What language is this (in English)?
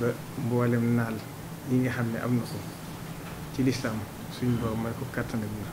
Wolof